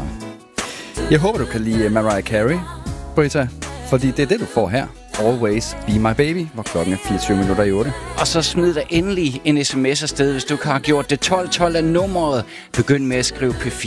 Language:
Danish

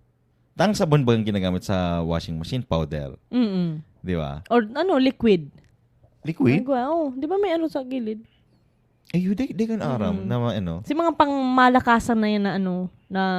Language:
Bikol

